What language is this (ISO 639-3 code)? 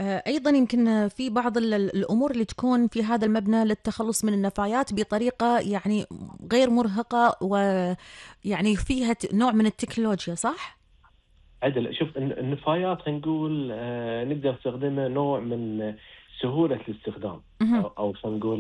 afb